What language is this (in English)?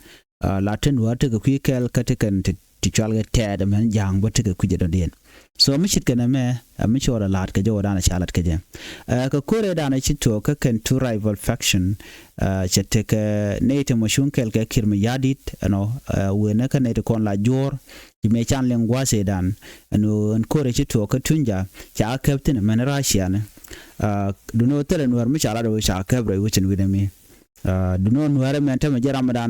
Nuer